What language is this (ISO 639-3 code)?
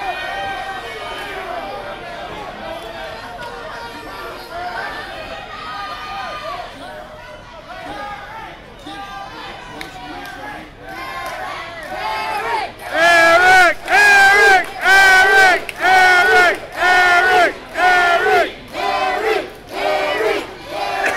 eng